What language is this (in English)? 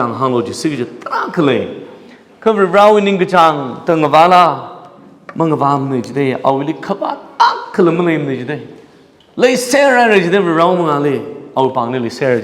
Tangkhul Naga (India)